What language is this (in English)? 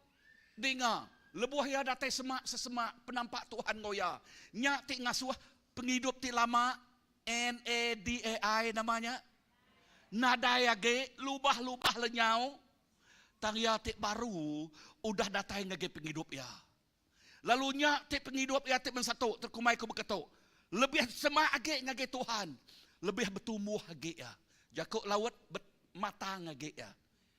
Iban